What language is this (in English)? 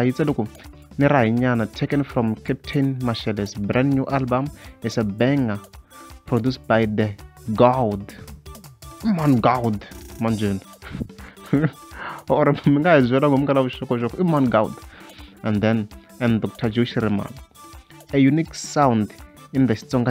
Tsonga